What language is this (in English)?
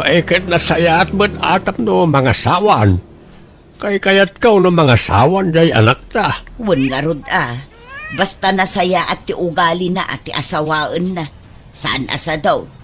Iloko